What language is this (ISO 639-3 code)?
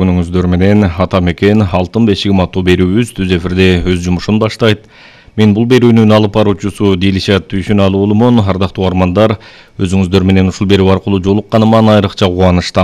kir